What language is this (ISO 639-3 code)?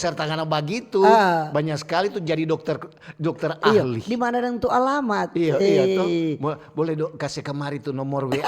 xmm